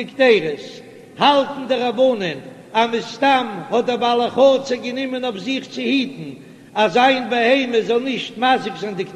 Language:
Yiddish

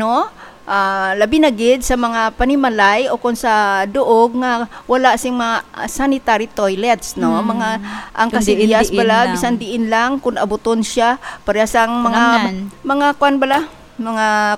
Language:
Hiligaynon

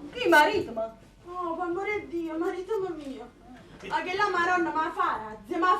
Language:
Neapolitan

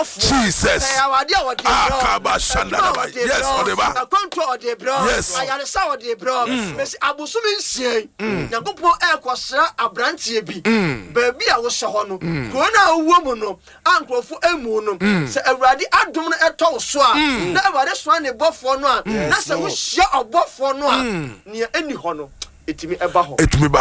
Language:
Akan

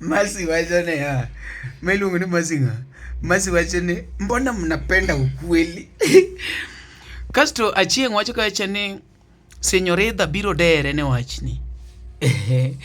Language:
Luo (Kenya and Tanzania)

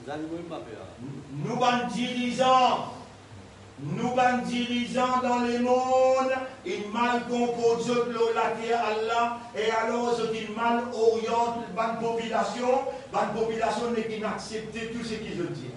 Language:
Morisyen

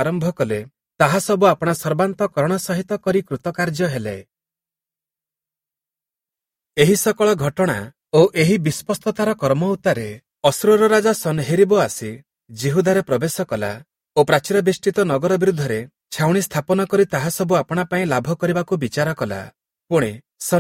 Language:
Odia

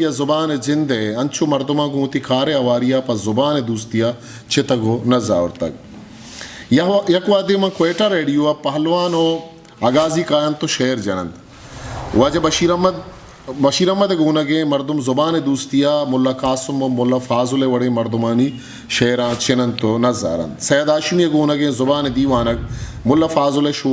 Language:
Eastern Balochi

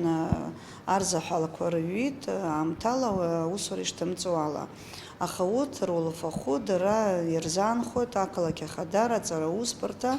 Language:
Abkhazian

